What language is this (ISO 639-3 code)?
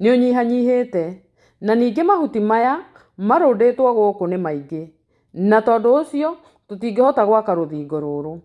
kik